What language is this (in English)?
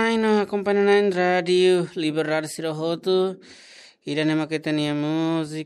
Tetum